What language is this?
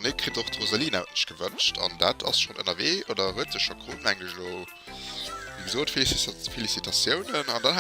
Luxembourgish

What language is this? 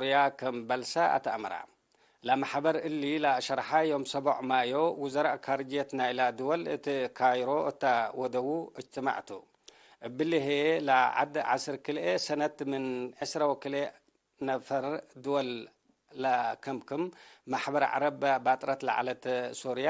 Tigre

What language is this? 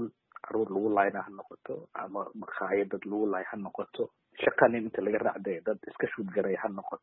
Somali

